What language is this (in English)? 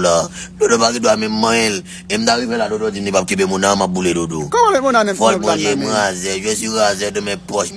Haitian Creole